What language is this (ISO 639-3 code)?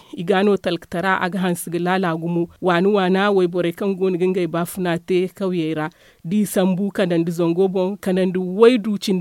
dje